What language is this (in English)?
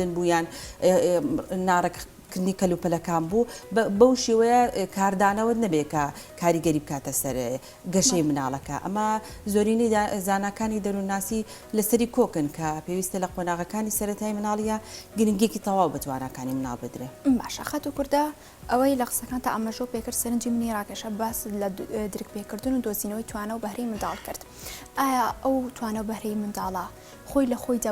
Central Kurdish